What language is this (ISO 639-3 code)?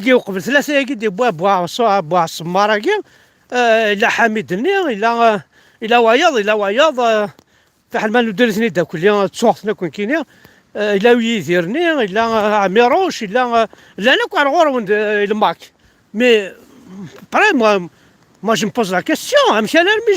kab